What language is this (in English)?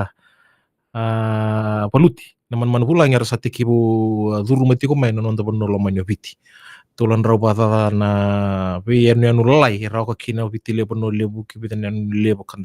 Fijian